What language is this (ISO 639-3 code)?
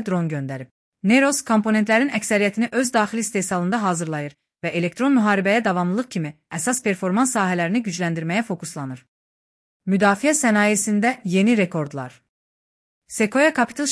aze